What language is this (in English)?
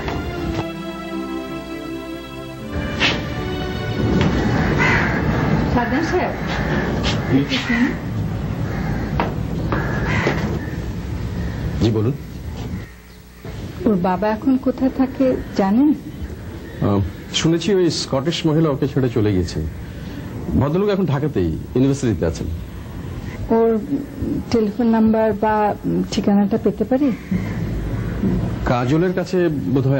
Bangla